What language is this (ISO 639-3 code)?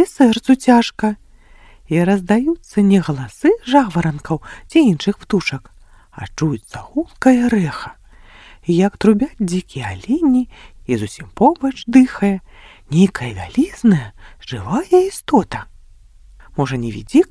bel